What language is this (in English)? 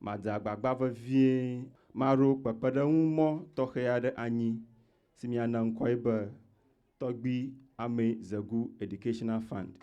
Ewe